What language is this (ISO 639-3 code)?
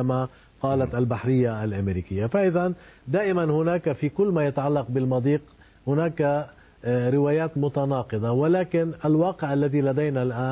ara